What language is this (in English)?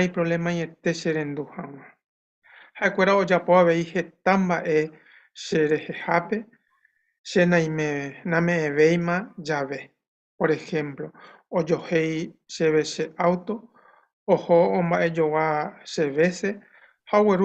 Guarani